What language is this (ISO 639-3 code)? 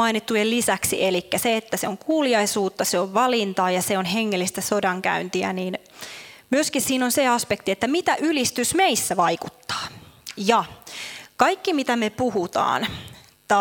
fin